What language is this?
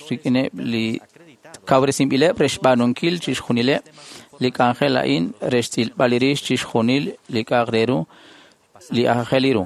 Kekchí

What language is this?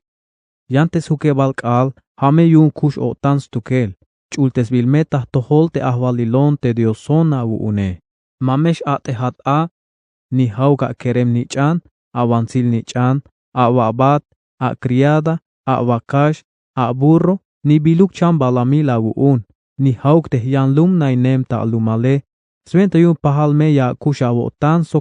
Tzeltal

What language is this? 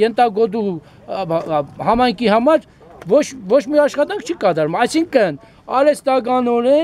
Armenian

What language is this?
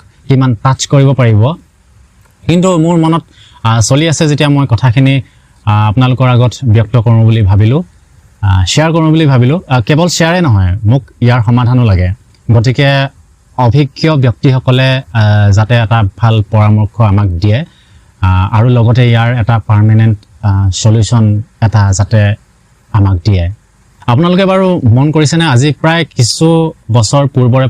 Assamese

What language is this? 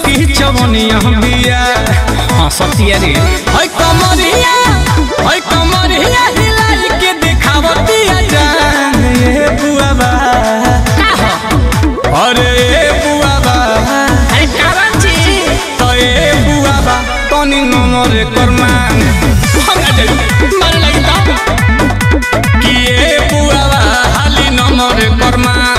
Bhojpuri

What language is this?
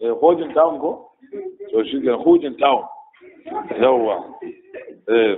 Hausa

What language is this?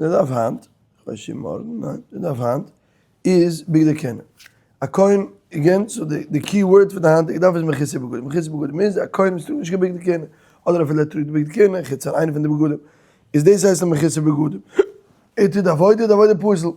Yiddish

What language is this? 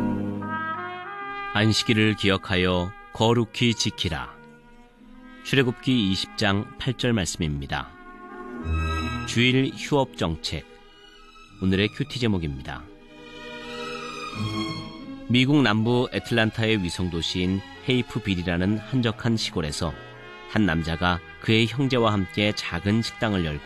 Korean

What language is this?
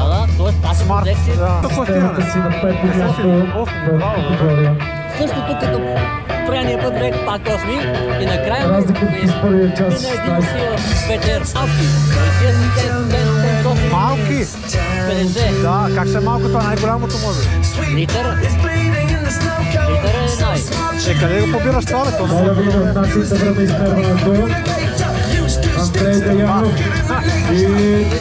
Bulgarian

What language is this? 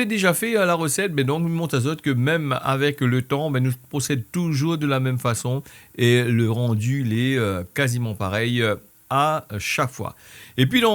Réunion Creole French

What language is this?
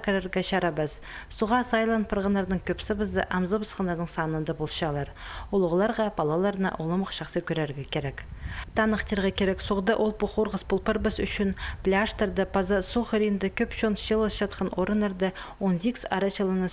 Khakas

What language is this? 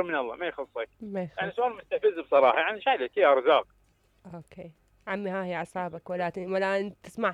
Mesopotamian Arabic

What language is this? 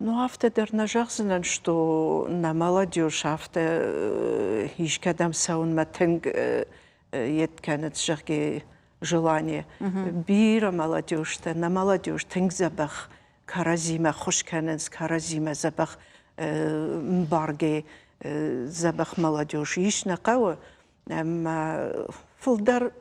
Ossetic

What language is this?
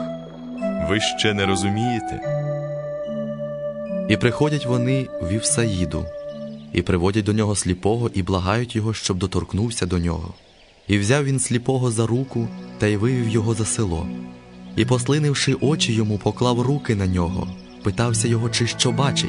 Ukrainian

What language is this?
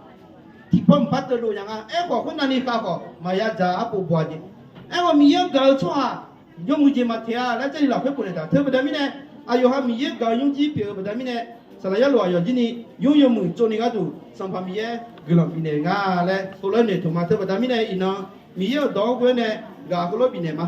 Akha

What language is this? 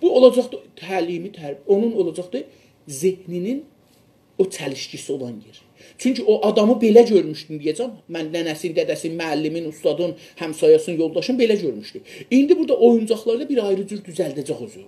South Azerbaijani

